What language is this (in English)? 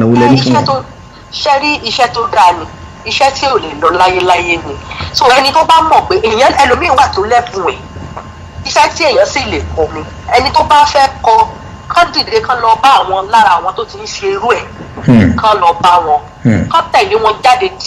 Yoruba